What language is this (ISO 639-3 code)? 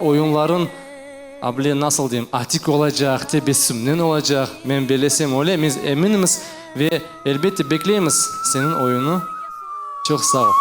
crh